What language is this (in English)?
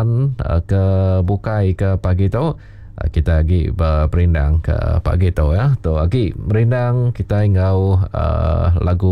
Iban